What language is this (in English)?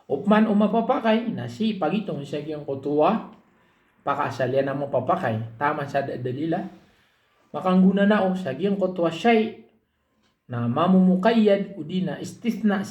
Maranao